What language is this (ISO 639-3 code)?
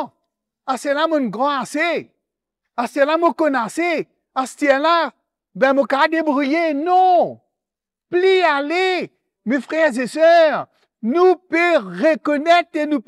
mfe